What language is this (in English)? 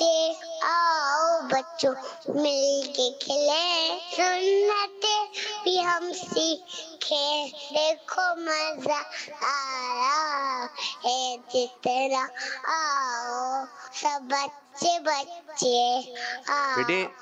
Hindi